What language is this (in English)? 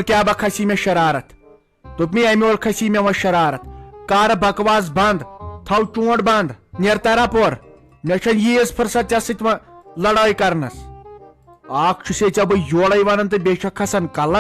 Kashmiri